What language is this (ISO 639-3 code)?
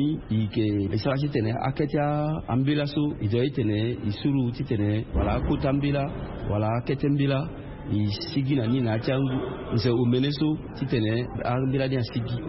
sag